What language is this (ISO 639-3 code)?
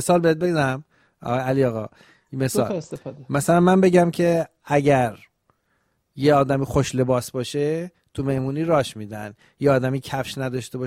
fas